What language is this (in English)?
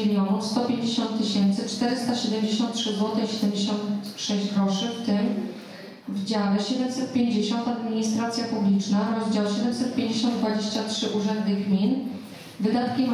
Polish